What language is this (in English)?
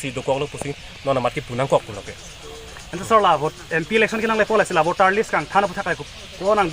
Karbi